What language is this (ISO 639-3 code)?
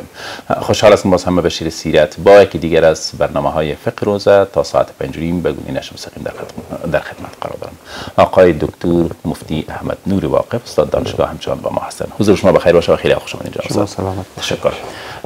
fas